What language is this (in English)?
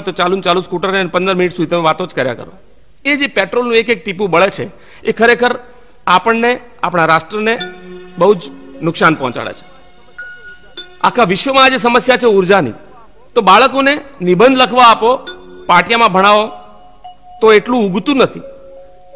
Gujarati